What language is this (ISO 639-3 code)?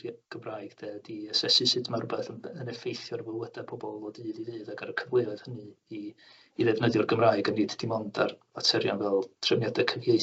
cym